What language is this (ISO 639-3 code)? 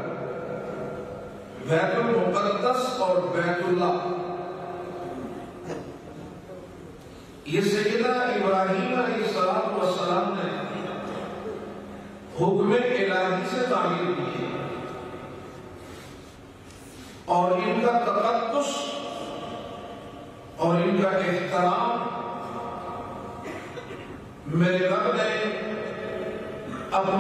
urd